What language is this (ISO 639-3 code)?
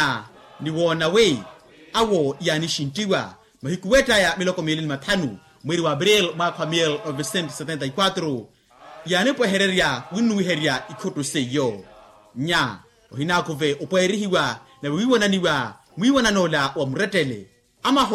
vmw